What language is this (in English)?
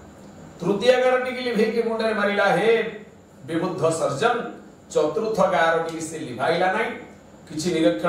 Odia